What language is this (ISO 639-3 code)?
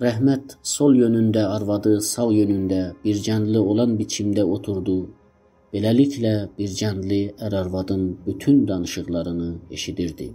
azb